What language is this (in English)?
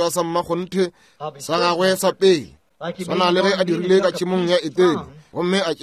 Northern Sotho